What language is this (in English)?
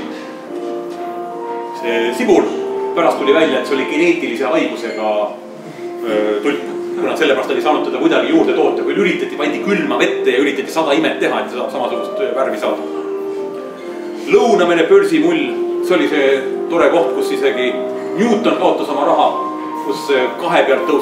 Estonian